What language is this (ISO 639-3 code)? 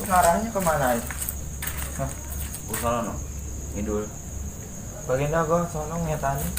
bew